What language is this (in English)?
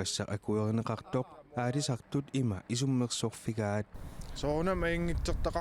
Kalaallisut